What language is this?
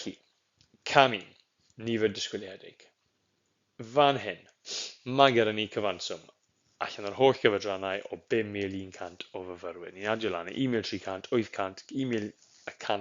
Welsh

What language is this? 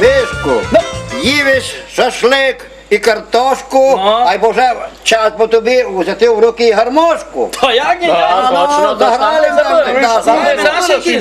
Rusyn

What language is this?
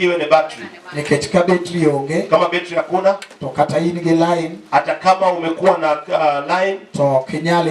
Luo (Kenya and Tanzania)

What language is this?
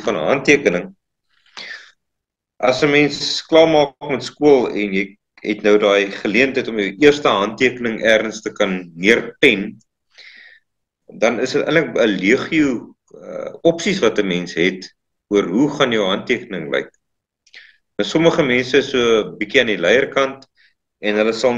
Afrikaans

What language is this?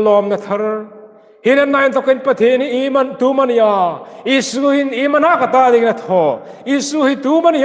Hmar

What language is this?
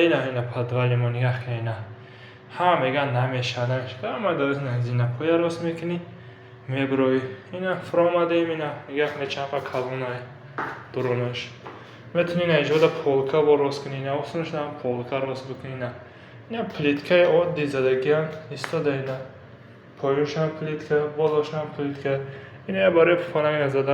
Tajik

